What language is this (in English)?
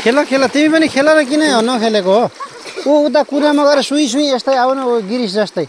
Nepali